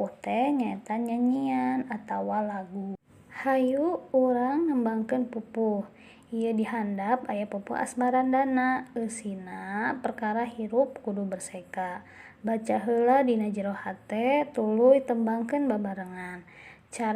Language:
Sundanese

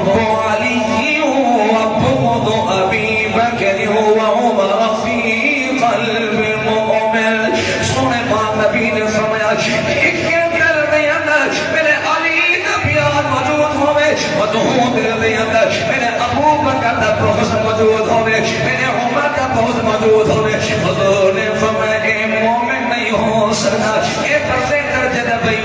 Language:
Saraiki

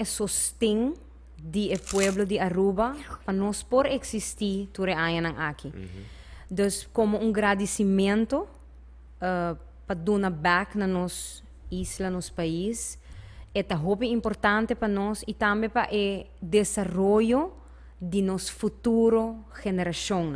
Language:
Papiamento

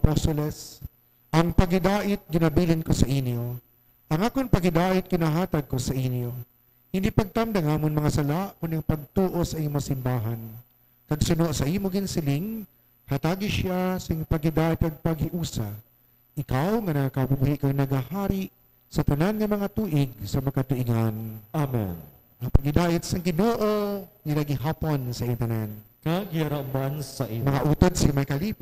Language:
Hiligaynon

